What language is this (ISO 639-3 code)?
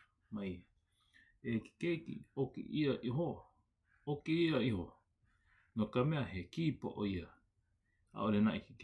haw